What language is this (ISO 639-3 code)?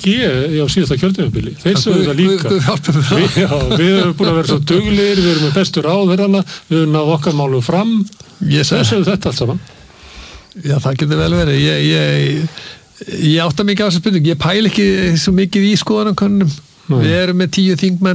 isl